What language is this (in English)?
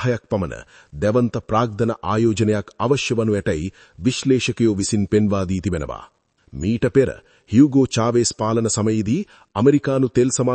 Sinhala